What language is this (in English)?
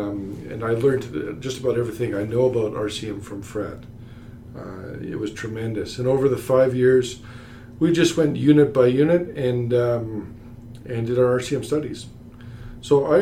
English